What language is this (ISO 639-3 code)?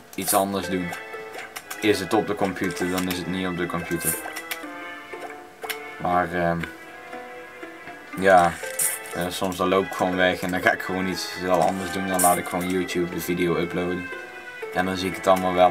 nld